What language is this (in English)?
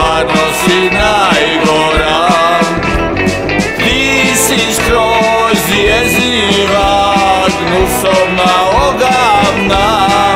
Serbian